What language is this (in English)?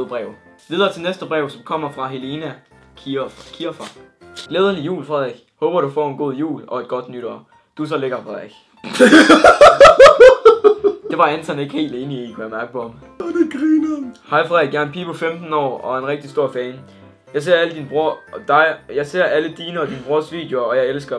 Danish